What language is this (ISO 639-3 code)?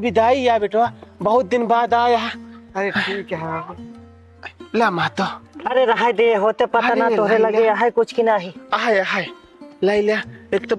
awa